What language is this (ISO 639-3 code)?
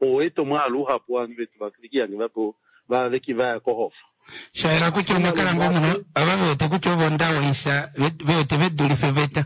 kua